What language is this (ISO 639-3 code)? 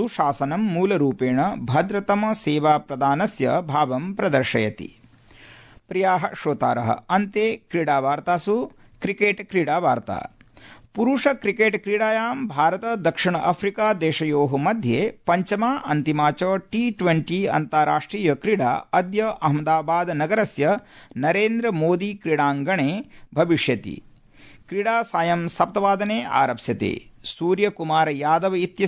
san